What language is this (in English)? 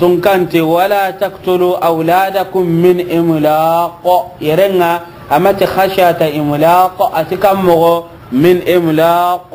Soninke